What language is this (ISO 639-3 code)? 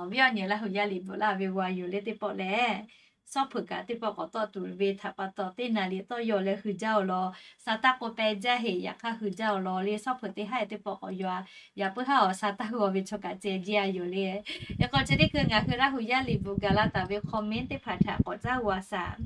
lhu